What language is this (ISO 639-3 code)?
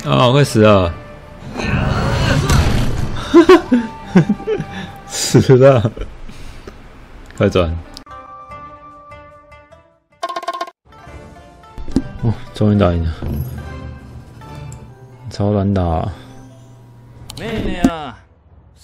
zho